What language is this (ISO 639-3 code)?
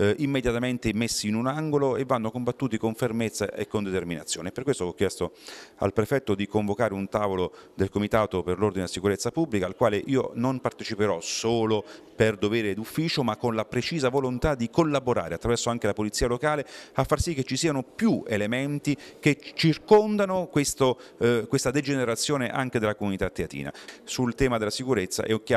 ita